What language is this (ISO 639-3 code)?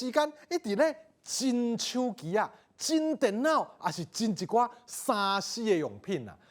nan